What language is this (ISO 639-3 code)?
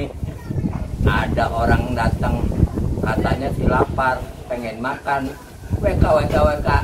bew